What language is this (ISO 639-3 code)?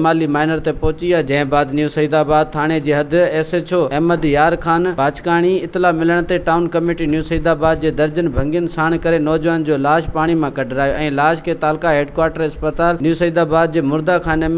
snd